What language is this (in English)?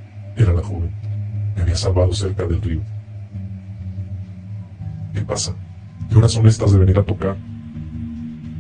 Spanish